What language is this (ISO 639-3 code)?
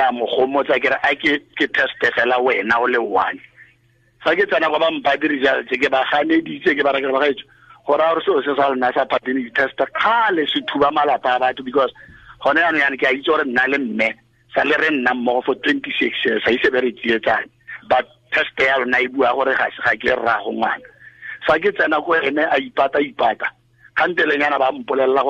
tsn